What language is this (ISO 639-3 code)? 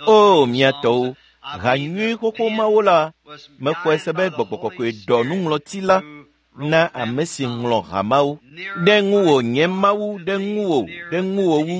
ewe